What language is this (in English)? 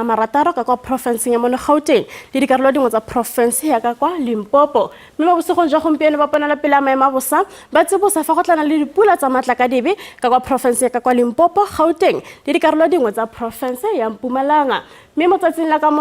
Tswana